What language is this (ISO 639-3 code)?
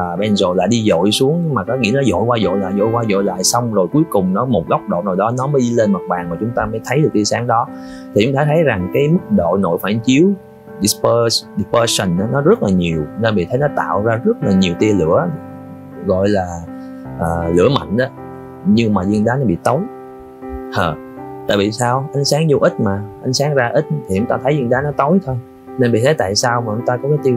vie